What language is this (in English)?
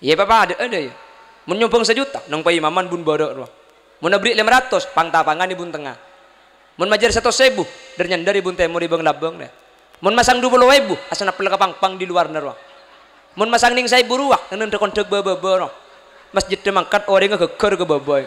Madurese